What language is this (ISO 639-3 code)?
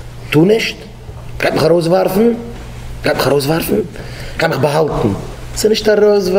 yid